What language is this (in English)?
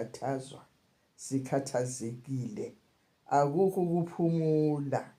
Zulu